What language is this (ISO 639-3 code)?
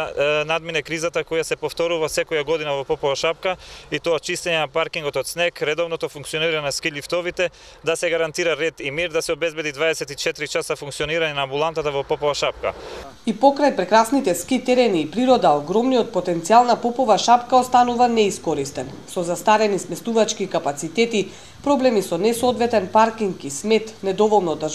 mkd